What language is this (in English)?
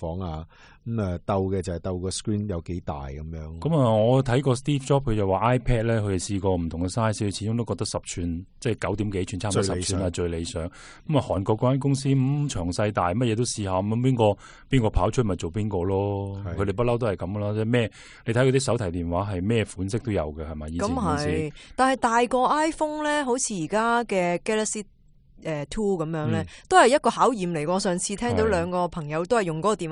Cantonese